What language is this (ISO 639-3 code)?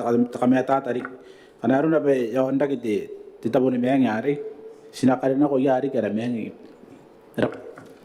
gil